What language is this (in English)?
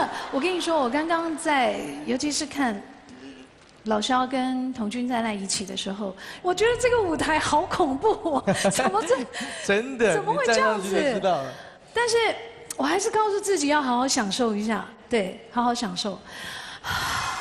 Chinese